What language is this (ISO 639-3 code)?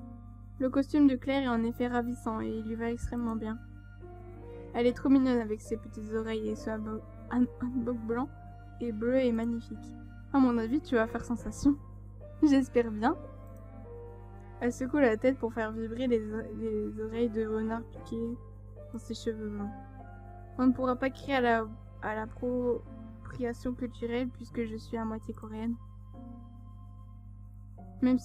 fra